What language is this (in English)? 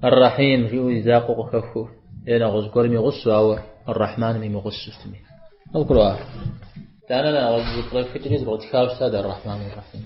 Kabardian